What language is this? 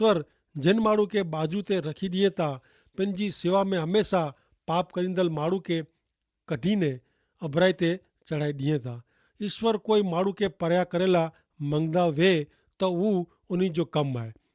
Kachhi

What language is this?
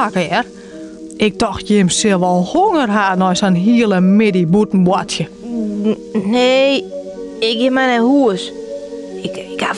Western Frisian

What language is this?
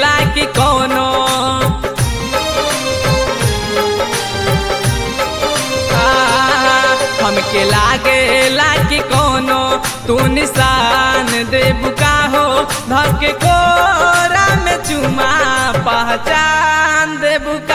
Bhojpuri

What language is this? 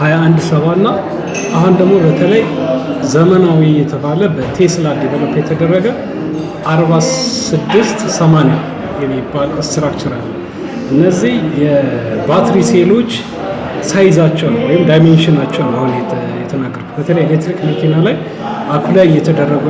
Amharic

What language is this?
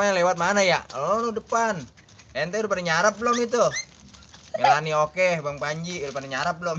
Betawi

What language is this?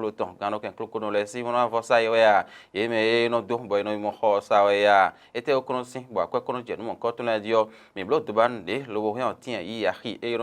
Fon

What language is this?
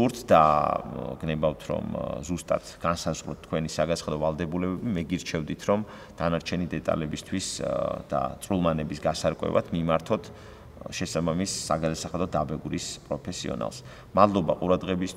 Georgian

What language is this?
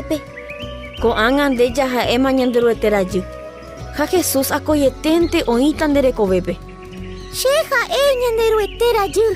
Guarani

